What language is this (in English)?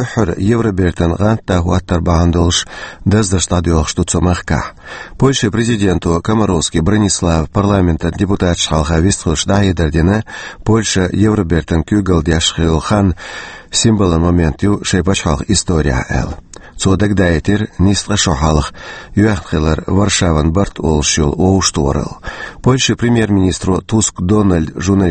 Chechen